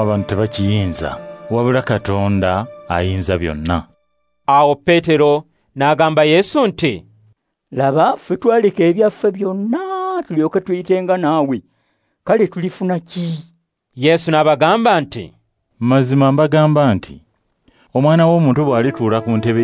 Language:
Ganda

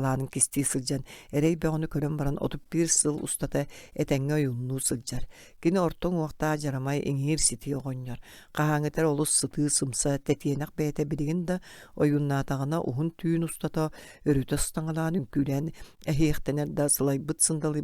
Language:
Yakut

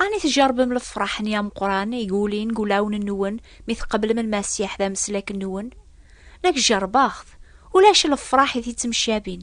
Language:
Kabyle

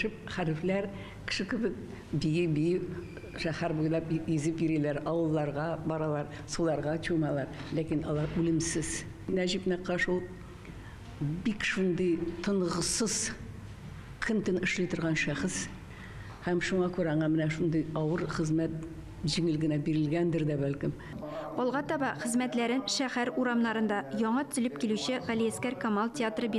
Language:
Tatar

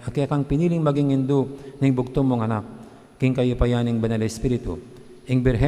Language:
Pampanga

